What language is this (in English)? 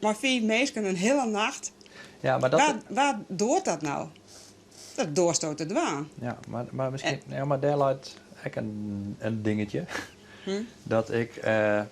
Western Frisian